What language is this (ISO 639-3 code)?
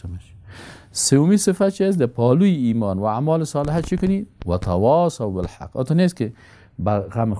fas